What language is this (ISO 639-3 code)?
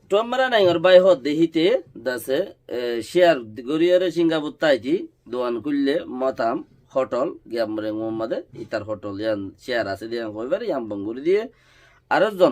rhg